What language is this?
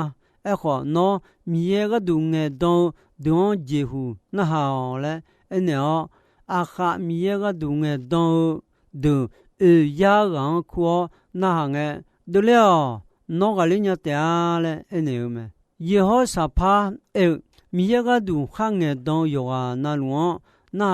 Akha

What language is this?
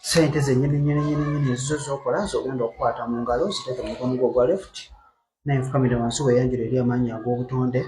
Ganda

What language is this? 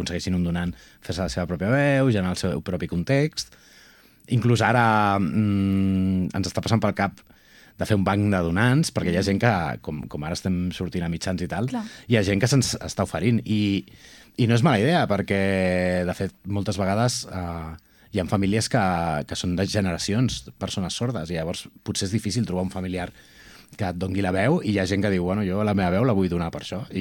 Catalan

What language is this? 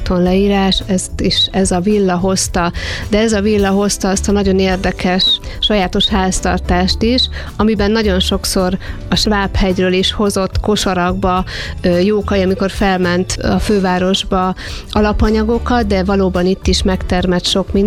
Hungarian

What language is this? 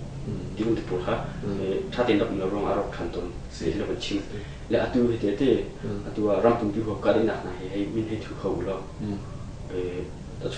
Hakha Chin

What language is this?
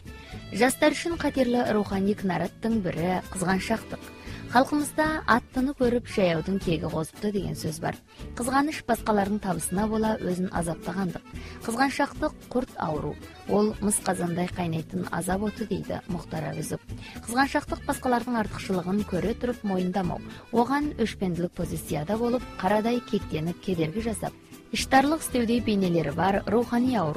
Kazakh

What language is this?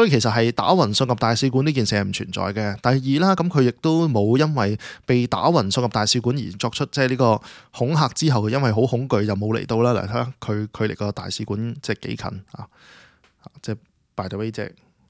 Cantonese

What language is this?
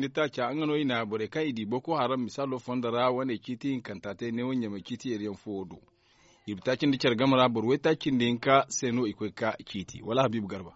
Zarma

